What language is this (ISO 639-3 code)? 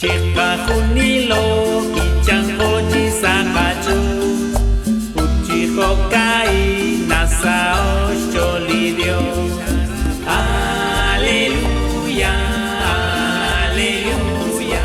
kek